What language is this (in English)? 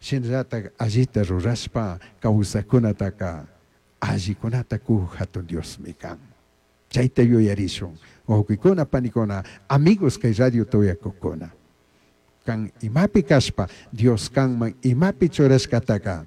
Chimborazo Highland Quichua